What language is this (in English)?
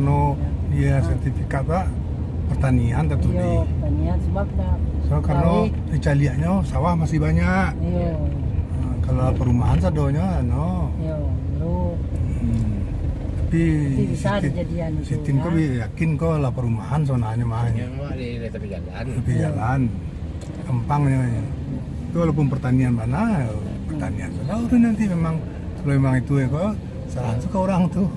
Minangkabau